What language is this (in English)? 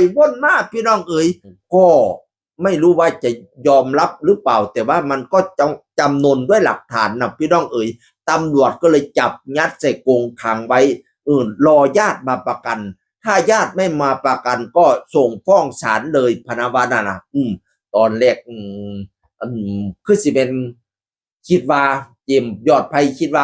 Northeastern Thai